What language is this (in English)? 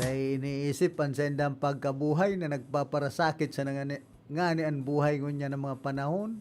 Bikol